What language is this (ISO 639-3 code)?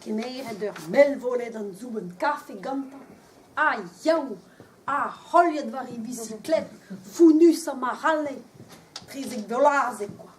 bre